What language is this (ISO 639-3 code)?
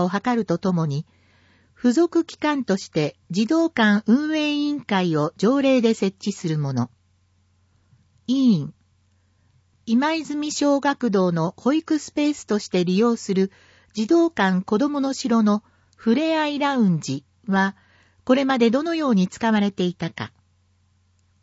jpn